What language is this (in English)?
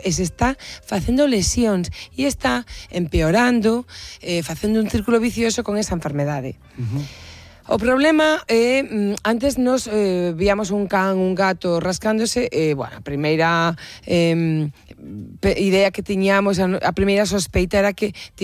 Galician